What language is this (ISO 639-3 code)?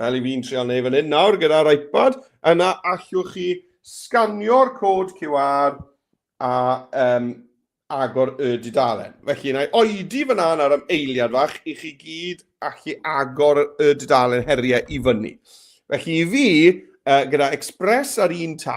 cym